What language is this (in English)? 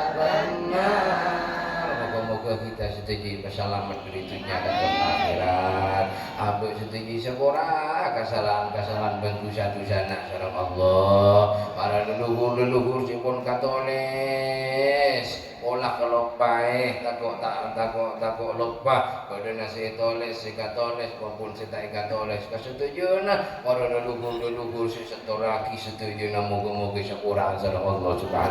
Madurese